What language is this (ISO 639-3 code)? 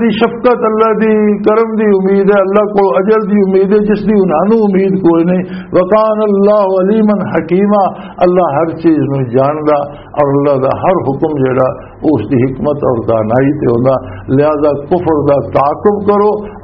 lah